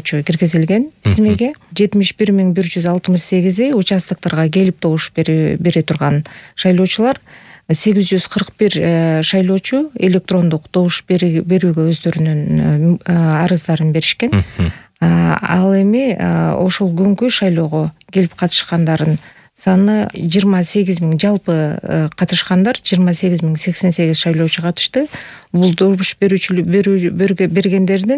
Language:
Kyrgyz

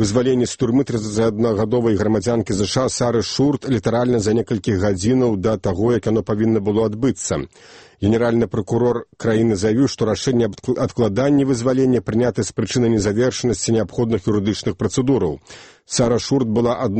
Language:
Belarusian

